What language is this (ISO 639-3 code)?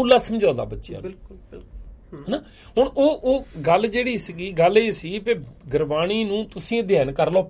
pan